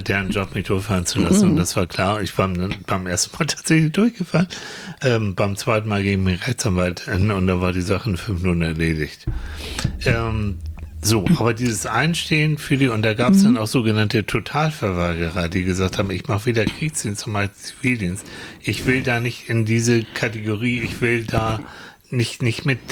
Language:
German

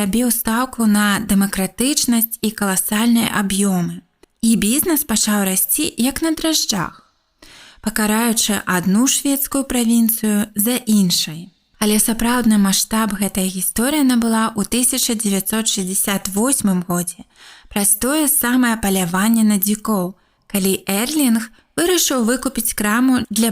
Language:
Belarusian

